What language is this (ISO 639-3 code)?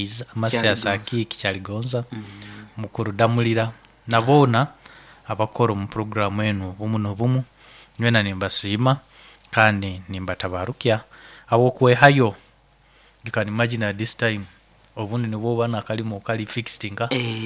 nyo